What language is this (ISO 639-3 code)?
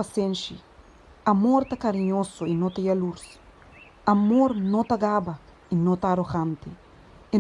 pap